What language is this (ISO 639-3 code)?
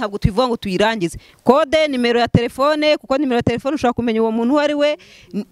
kin